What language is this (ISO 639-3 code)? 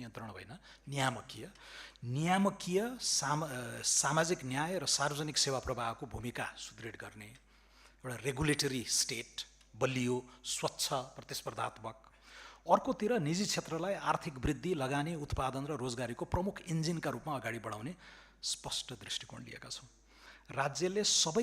nep